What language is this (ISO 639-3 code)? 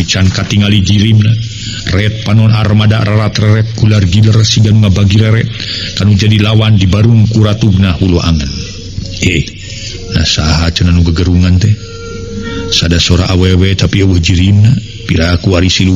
sun